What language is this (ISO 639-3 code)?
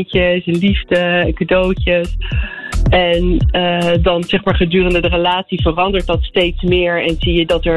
nld